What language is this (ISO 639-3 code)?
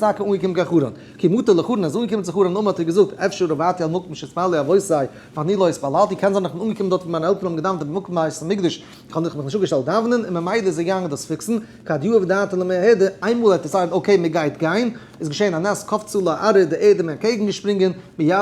yid